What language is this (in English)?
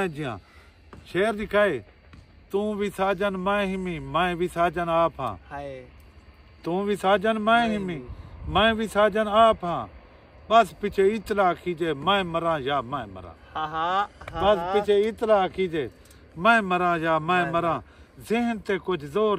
Saraiki